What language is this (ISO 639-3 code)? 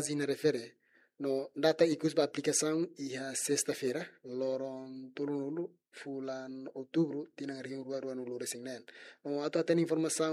tet